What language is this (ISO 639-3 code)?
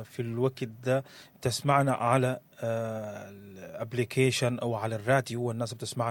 apd